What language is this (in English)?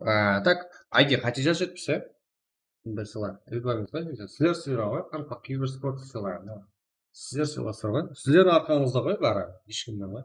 Kara-Kalpak